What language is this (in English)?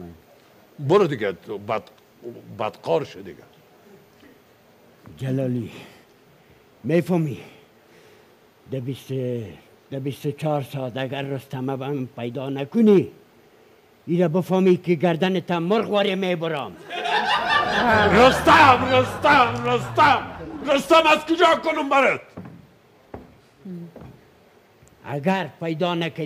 Persian